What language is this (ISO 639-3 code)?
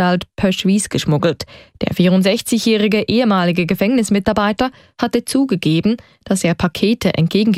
deu